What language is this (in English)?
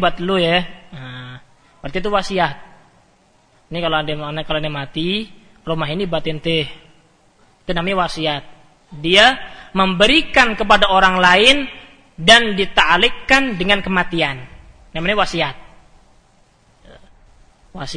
Indonesian